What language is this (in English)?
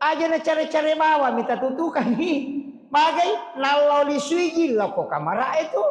Buginese